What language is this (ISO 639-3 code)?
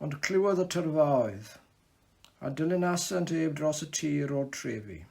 cym